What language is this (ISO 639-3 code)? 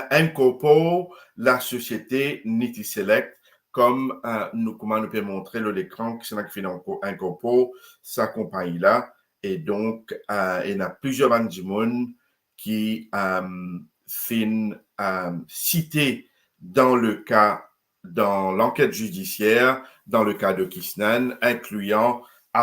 mfe